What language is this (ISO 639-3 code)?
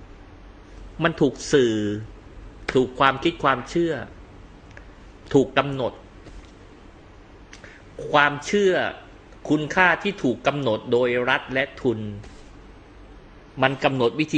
tha